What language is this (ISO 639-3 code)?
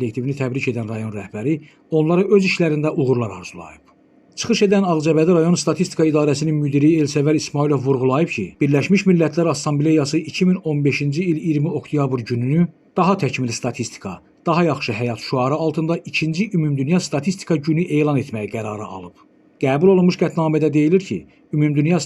aze